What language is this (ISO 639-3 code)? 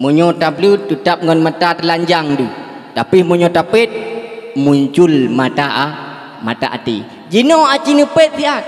ace